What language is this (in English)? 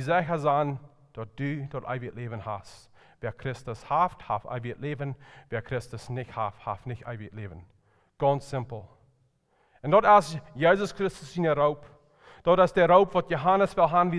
Plautdietsch